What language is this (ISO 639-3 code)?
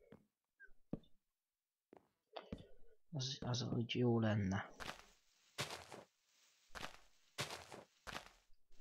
hun